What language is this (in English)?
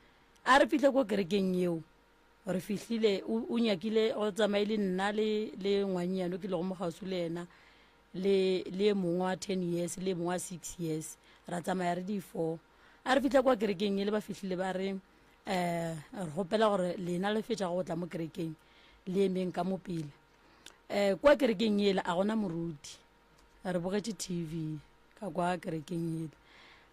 Northern Sotho